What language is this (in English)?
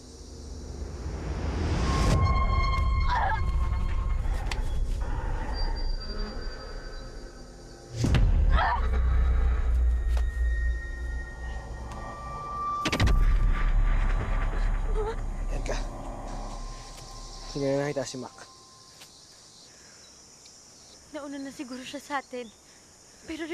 Filipino